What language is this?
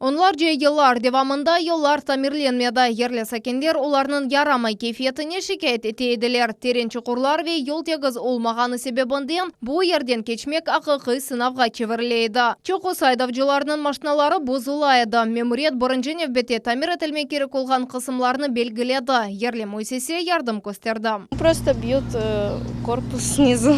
Crimean Tatar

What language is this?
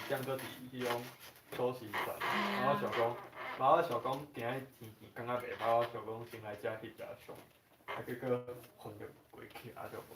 Min Nan Chinese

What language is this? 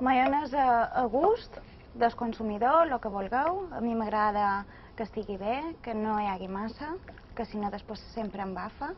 Catalan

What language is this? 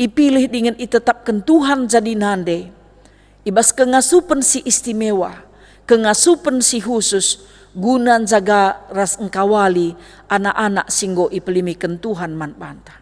Batak Karo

